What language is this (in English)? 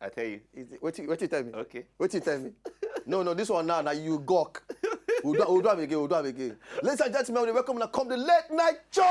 Nigerian Pidgin